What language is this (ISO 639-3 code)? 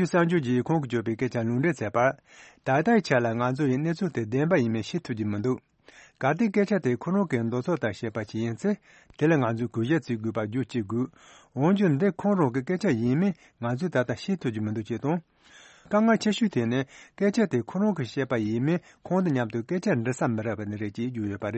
bod